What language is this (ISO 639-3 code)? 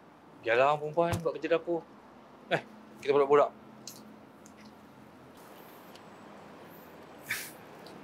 msa